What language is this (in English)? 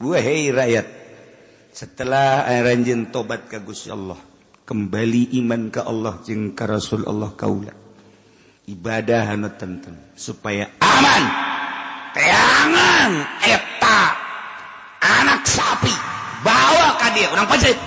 Sundanese